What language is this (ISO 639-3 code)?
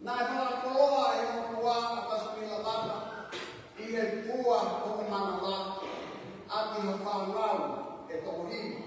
ton